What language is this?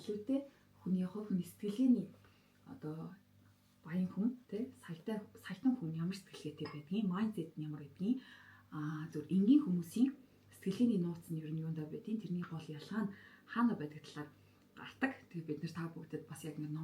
Mongolian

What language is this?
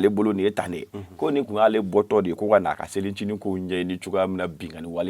Bambara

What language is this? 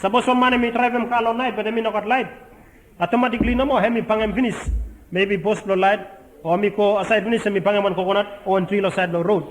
Bislama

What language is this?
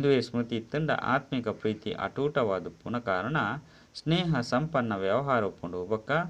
Tulu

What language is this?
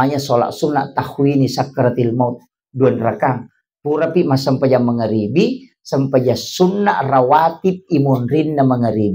Buginese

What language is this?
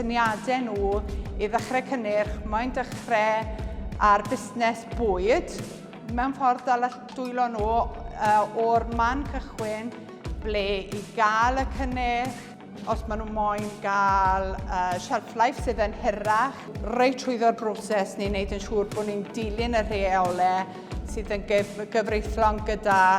Welsh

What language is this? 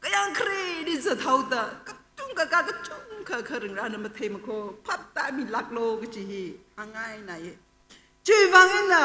Tangkhul Naga (India)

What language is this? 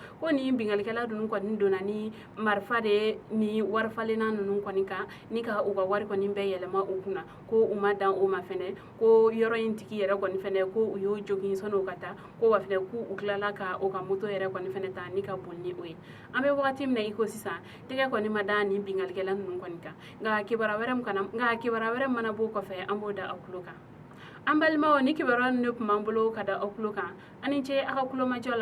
Bambara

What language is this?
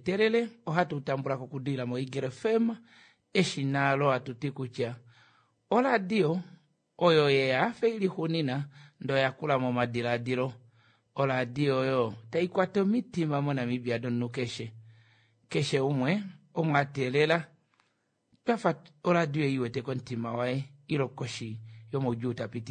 Kuanyama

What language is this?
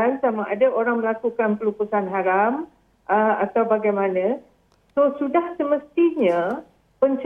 Malay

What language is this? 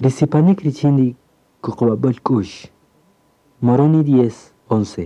Kaqchikel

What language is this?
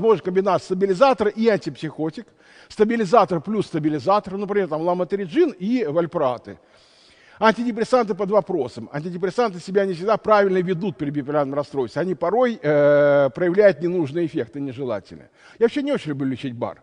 Russian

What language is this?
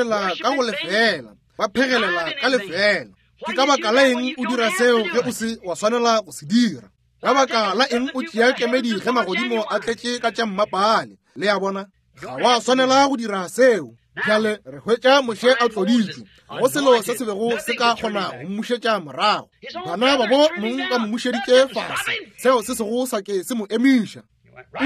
Northern Sotho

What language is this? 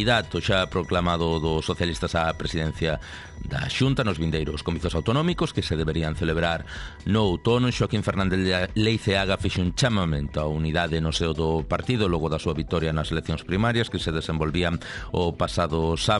Galician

